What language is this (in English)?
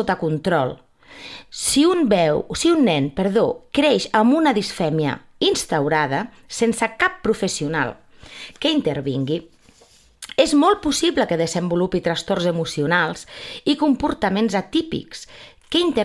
Catalan